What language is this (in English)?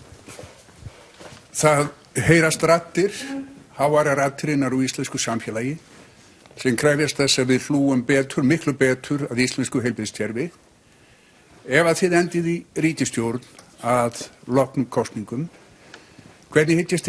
Icelandic